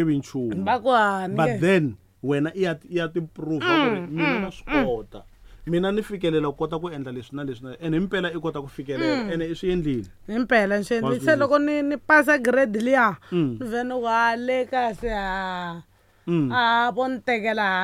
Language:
Tsonga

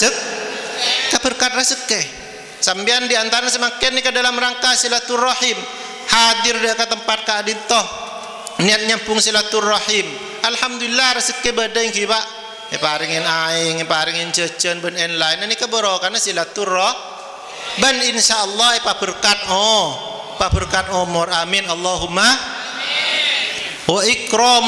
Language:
Madurese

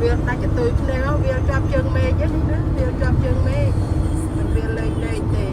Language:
Khmer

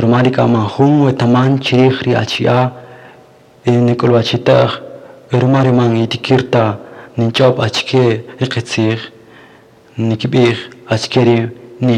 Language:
Kaqchikel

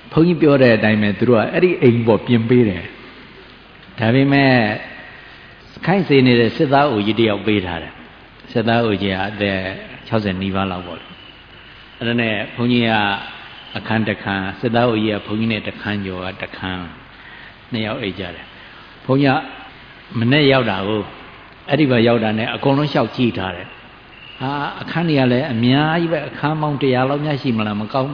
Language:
Burmese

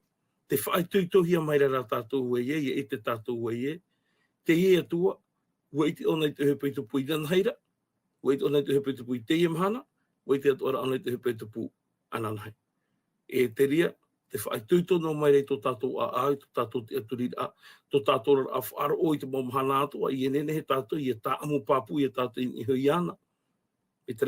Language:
Tahitian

